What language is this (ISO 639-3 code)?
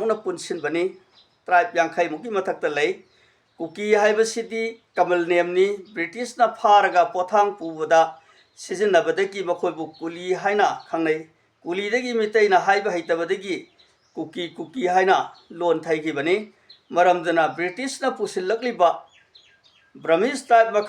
mni